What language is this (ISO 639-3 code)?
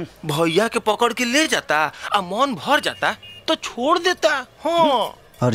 bho